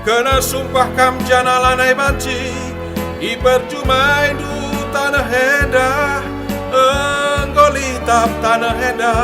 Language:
Batak Karo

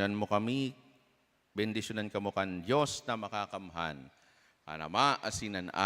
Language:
Bikol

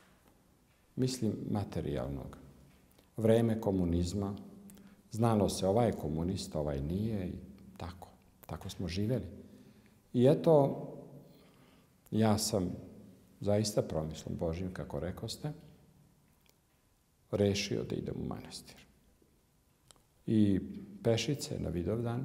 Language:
Serbian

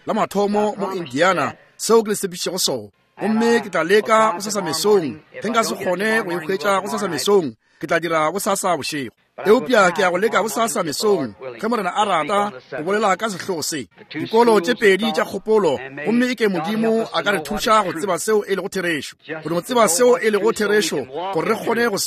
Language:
Northern Sotho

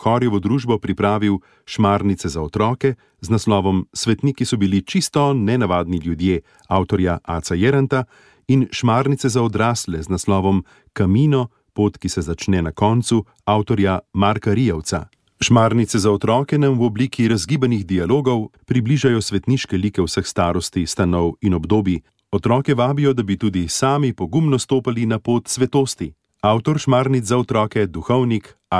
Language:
Slovenian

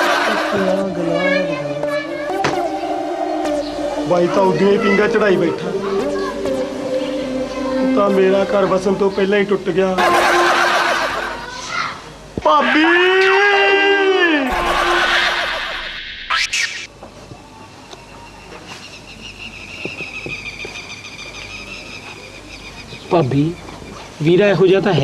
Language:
Punjabi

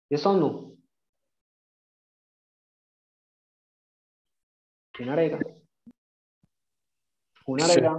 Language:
Marathi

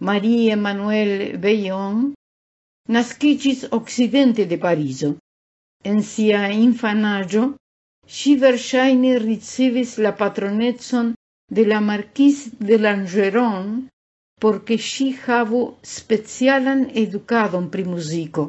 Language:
Esperanto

